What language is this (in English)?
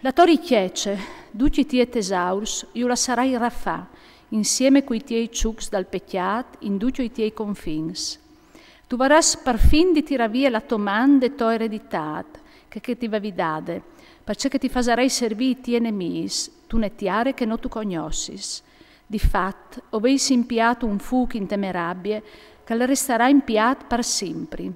Friulian